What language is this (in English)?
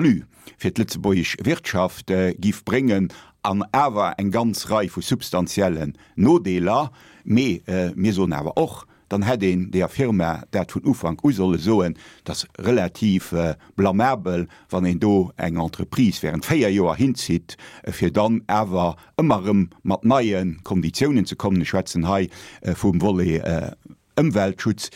Luxembourgish